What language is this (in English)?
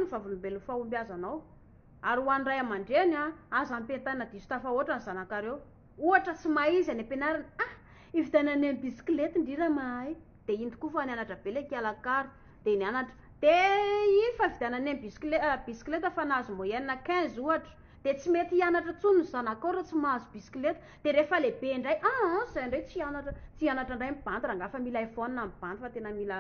Malagasy